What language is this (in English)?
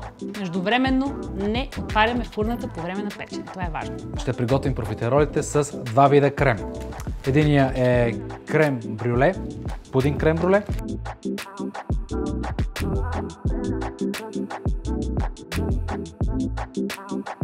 Bulgarian